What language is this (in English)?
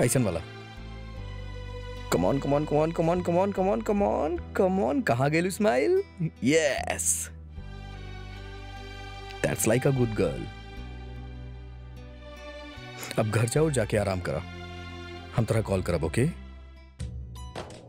Bhojpuri